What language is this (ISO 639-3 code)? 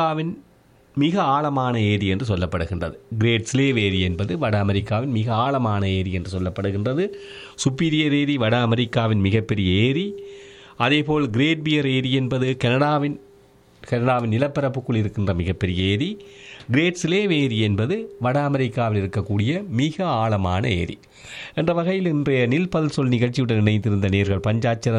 tam